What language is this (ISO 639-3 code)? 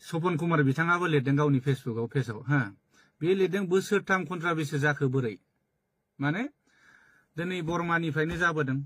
brx